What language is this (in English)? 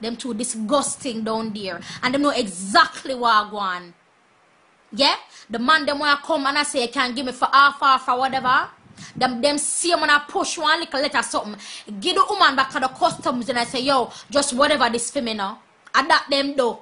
Jamaican Creole English